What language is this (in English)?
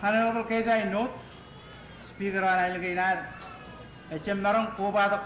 Marshallese